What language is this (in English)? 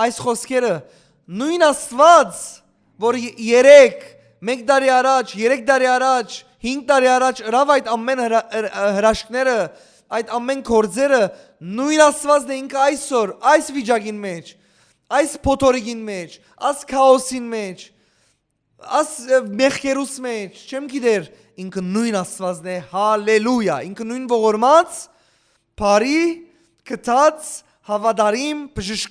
Western Armenian